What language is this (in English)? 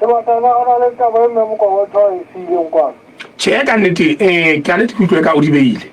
Southern Sotho